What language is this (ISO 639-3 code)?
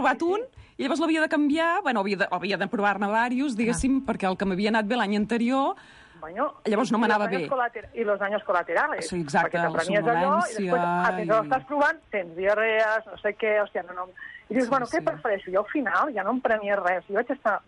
cat